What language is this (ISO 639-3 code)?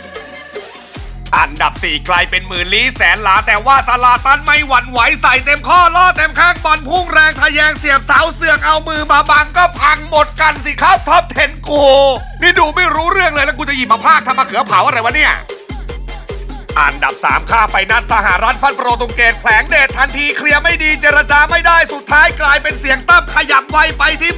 tha